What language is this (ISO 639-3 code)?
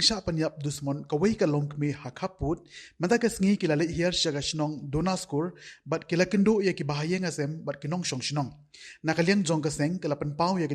kha